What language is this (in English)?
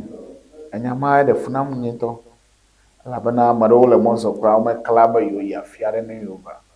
Ewe